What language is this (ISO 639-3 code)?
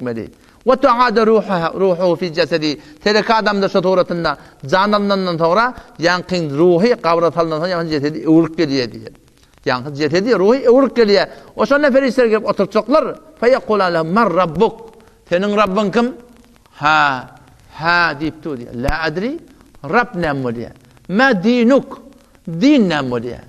tuk